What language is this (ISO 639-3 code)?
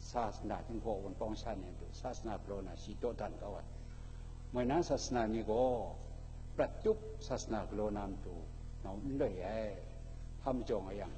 kac